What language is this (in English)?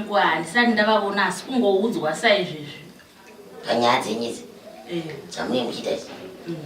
Shona